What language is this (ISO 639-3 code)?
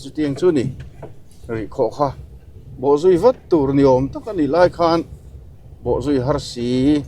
lus